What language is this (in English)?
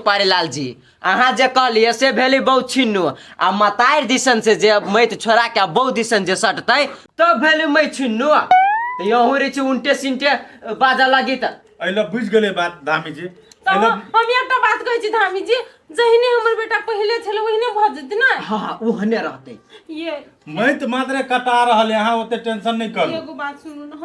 Maithili